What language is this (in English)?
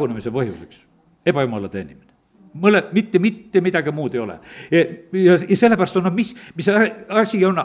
Estonian